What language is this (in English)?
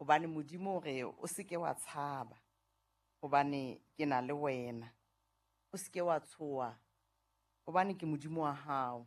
Southern Sotho